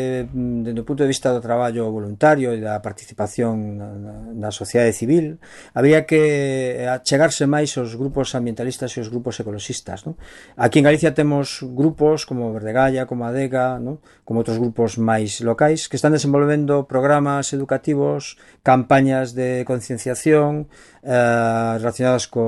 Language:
Galician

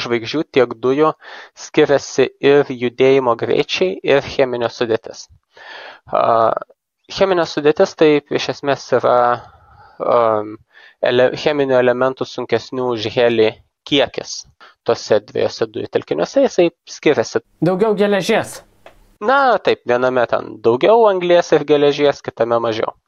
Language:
Lithuanian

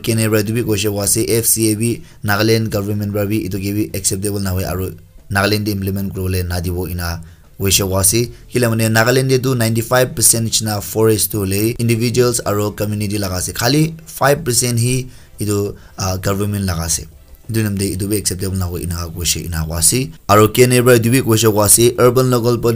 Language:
Naga Pidgin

